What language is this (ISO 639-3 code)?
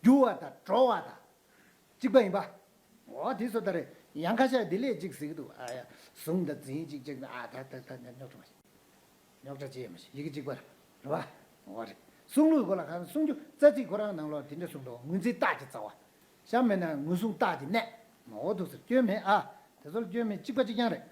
bod